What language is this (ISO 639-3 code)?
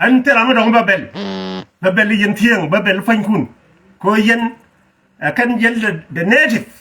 nus